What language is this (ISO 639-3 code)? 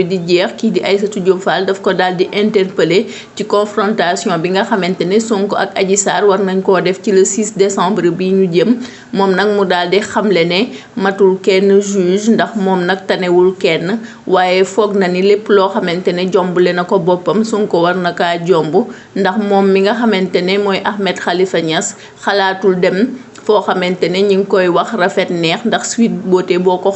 wol